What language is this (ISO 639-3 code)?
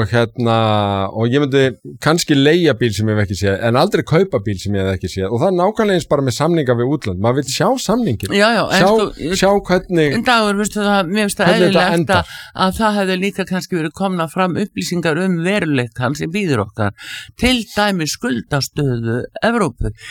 isl